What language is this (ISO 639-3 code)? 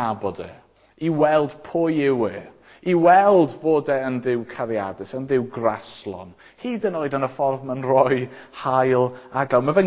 cym